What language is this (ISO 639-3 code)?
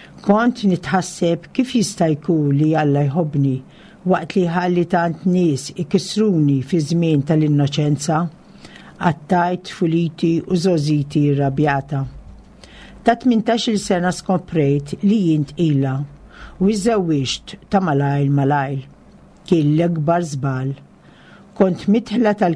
mlt